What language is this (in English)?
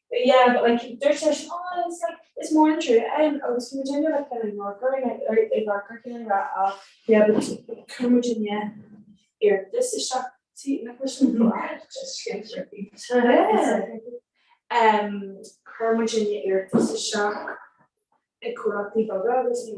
Irish